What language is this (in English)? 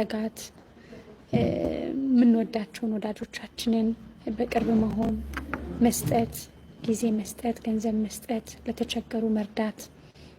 Amharic